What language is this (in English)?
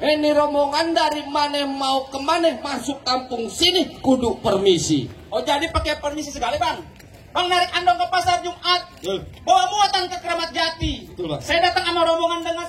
Betawi